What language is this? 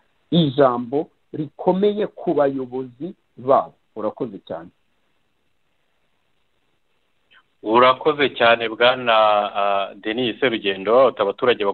Kinyarwanda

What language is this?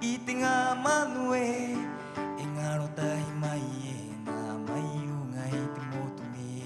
Rapanui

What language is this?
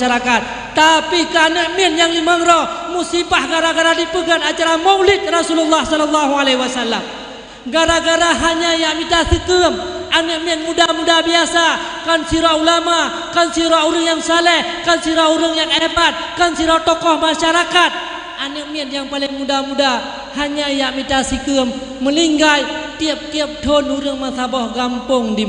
Achinese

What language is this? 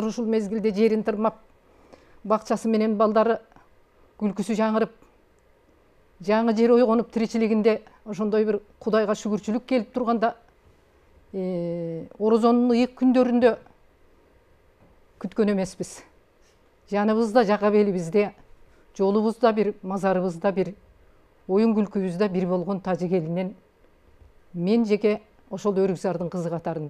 Kyrgyz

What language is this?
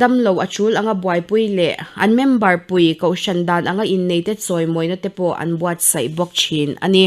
Mizo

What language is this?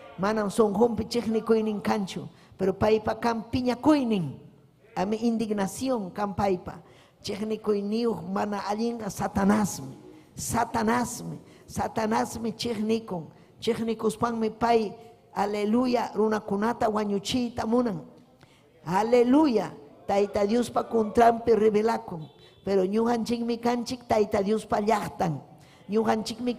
Ayacucho Quechua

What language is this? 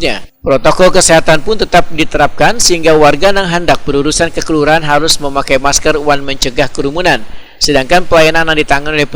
Banjar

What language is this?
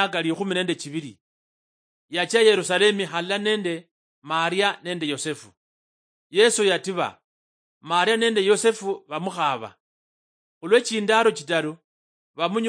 Luyia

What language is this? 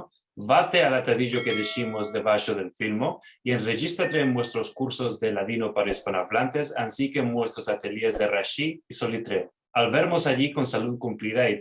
Ladino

